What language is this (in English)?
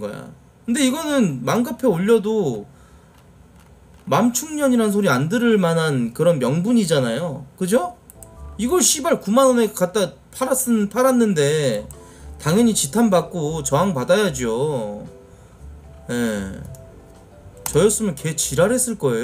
Korean